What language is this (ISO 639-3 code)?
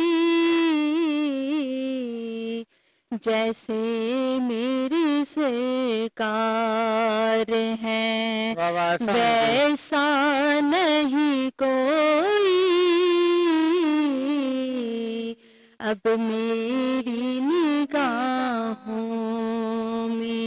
urd